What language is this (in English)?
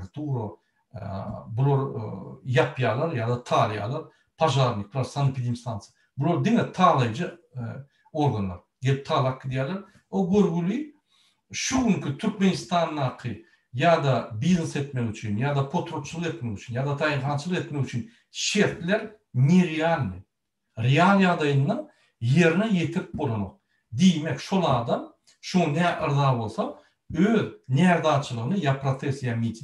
Turkmen